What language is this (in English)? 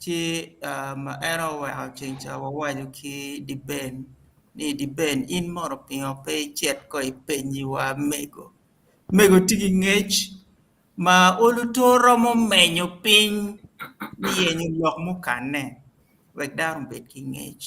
Acoli